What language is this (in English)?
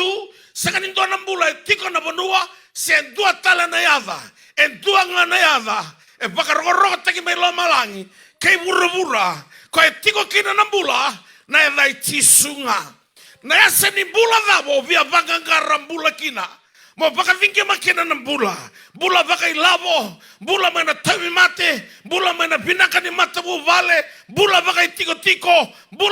Fijian